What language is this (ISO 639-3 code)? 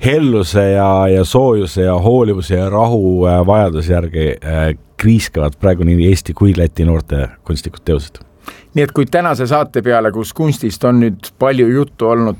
est